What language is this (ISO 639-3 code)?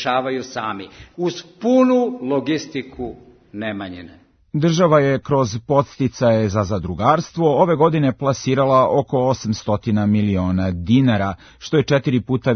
srp